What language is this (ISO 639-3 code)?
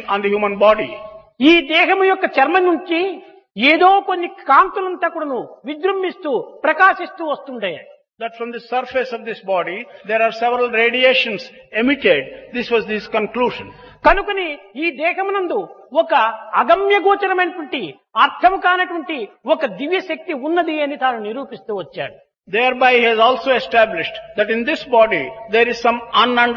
tel